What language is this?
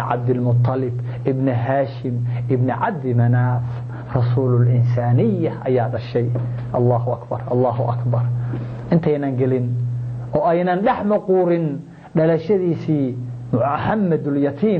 Somali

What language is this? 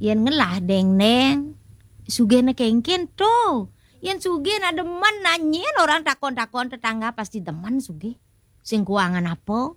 Balinese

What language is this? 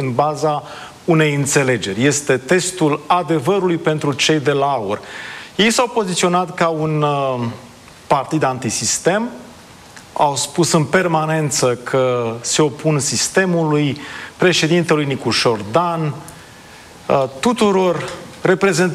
Romanian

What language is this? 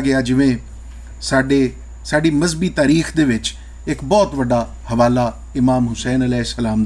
Western Panjabi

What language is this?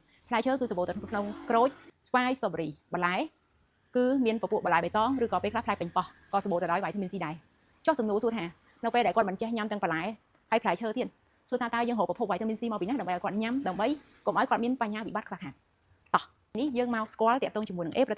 Khmer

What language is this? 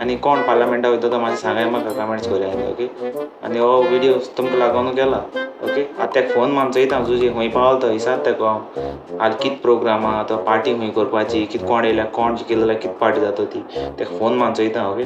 Konkani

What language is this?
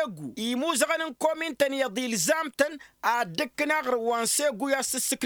Tamasheq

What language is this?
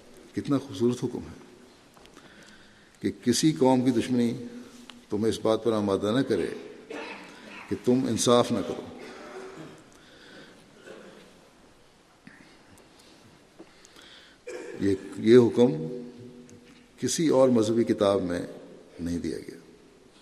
Urdu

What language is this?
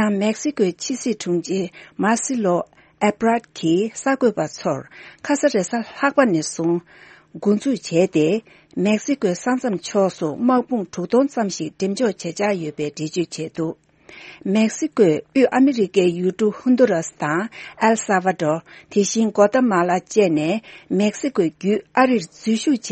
Tibetan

